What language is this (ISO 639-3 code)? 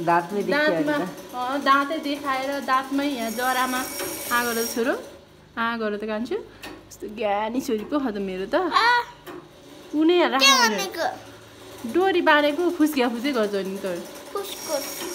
nep